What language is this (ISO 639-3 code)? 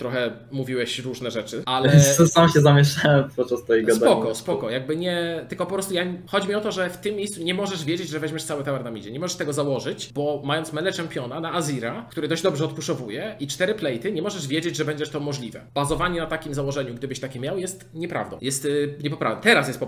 pol